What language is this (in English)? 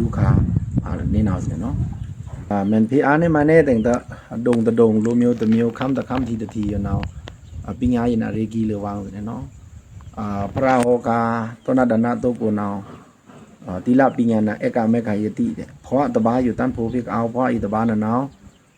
Pa'o Karen